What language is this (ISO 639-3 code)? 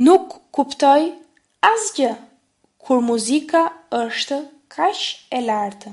sqi